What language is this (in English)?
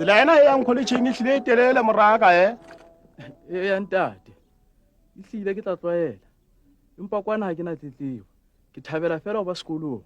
Southern Sotho